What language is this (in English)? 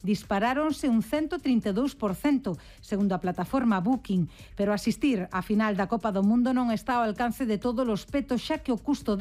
Galician